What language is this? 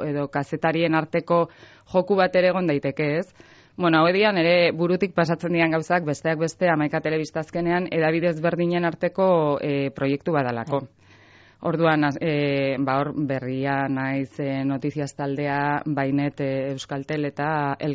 Basque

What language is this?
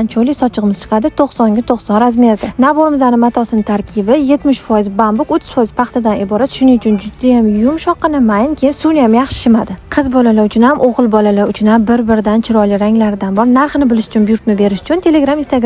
Uzbek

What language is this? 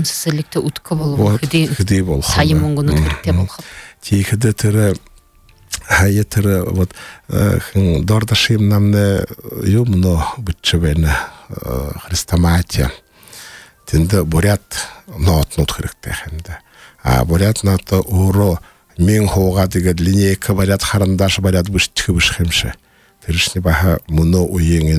Buriat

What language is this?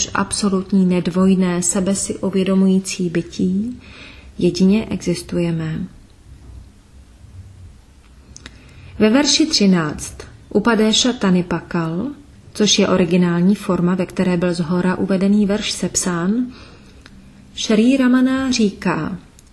Czech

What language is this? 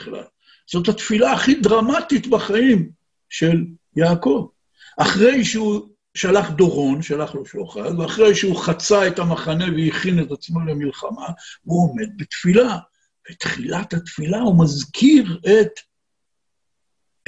Hebrew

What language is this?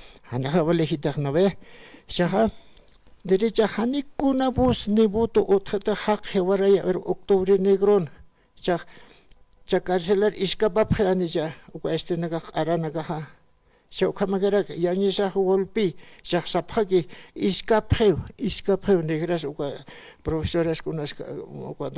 Aymara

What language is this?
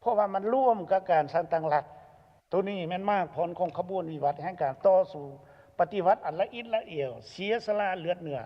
Lao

